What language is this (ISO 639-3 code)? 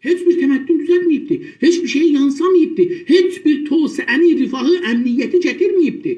azb